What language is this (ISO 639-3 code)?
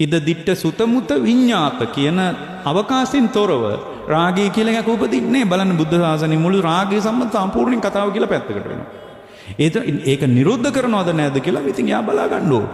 sin